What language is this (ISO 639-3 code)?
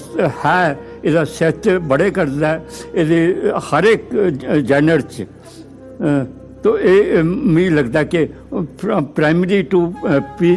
doi